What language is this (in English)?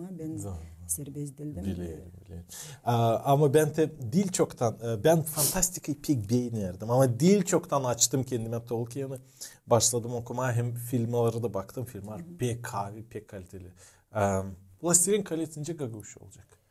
Gagauz